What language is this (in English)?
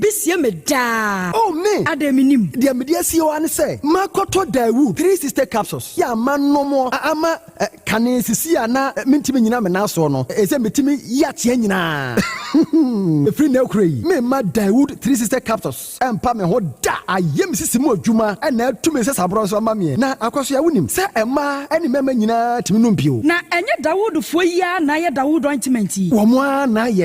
Akan